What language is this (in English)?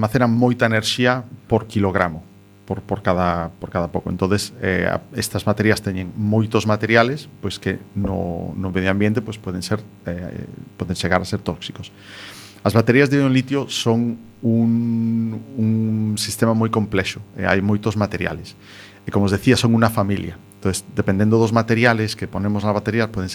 Galician